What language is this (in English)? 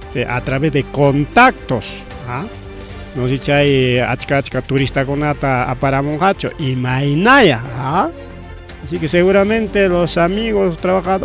Ayacucho Quechua